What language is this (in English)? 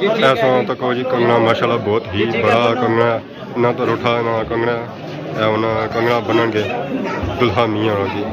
Pahari-Potwari